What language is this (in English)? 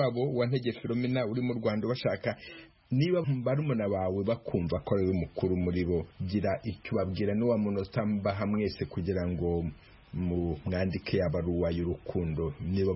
Kinyarwanda